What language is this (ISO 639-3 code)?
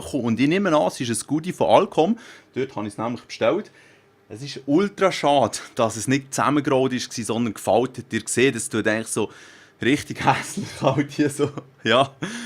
gsw